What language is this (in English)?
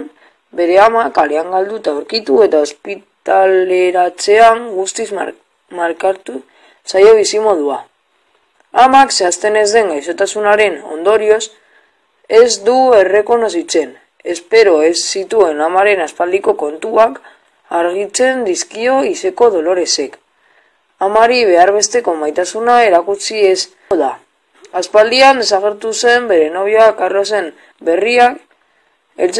Basque